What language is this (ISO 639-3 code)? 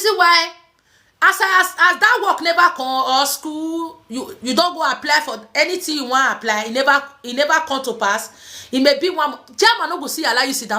pcm